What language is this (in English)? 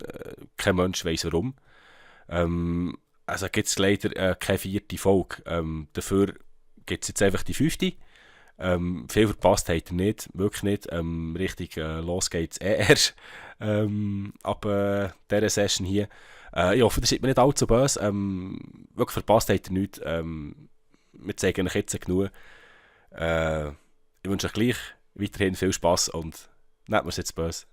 Swiss German